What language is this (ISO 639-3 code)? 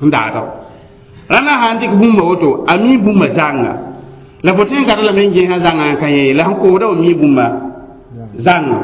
mos